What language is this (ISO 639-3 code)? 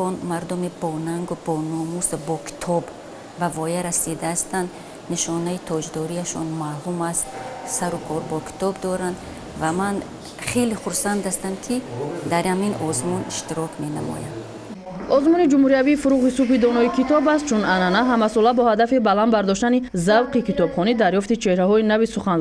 tgk